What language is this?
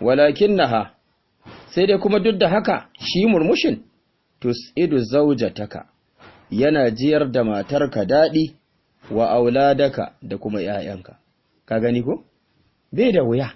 Hausa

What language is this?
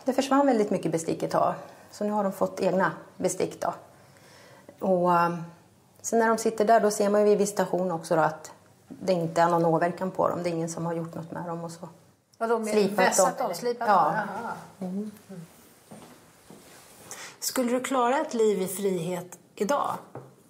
Swedish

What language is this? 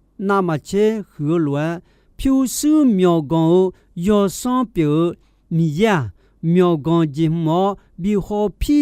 Akha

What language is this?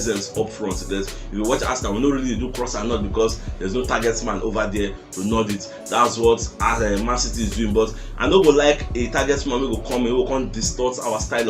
Nigerian Pidgin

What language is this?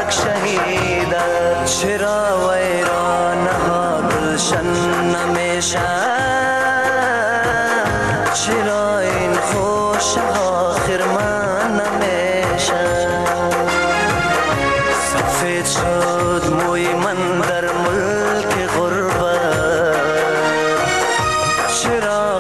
Persian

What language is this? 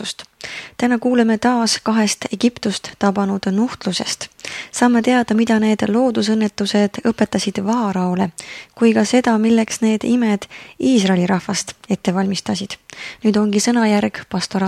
Estonian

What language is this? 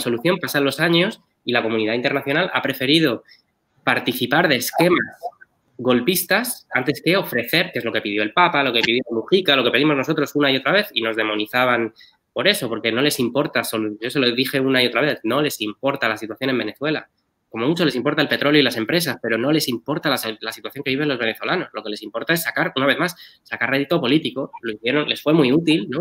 Spanish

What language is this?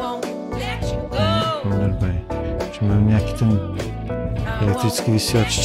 Slovak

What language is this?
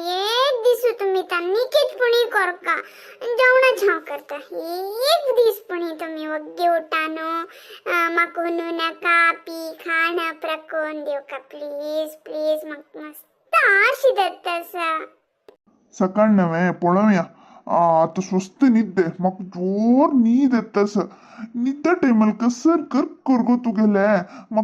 Konkani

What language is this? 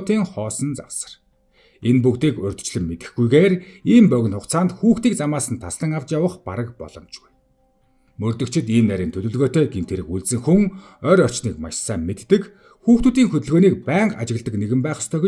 Mongolian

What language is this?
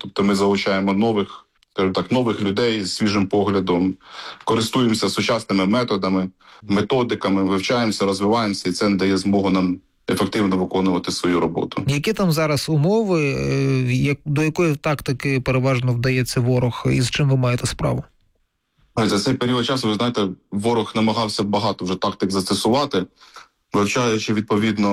Ukrainian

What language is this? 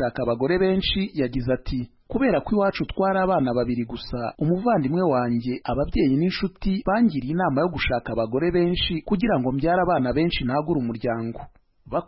Kinyarwanda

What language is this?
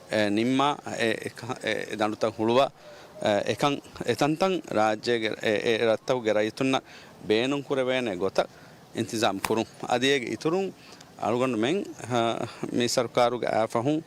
Divehi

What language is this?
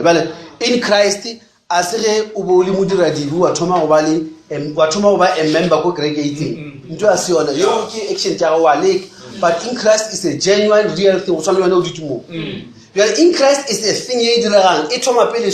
Northern Sotho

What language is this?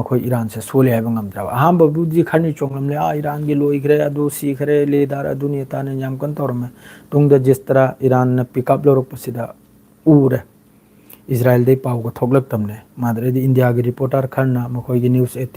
Manipuri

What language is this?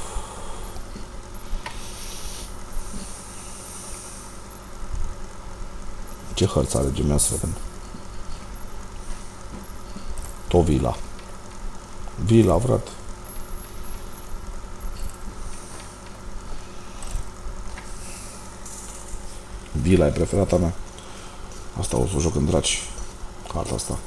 Romanian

